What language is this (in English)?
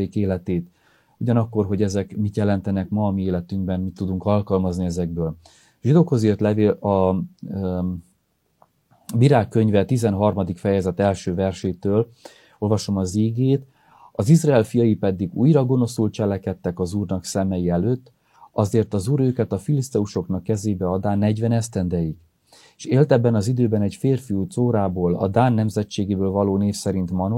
Hungarian